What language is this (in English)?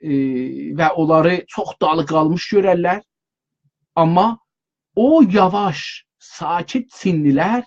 South Azerbaijani